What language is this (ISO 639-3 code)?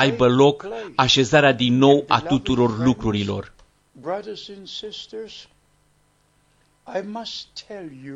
ron